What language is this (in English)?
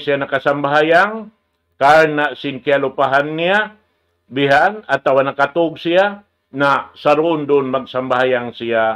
Tausug